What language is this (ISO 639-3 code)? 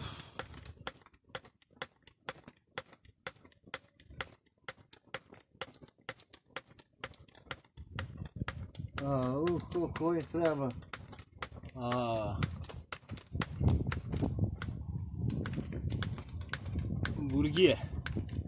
hrv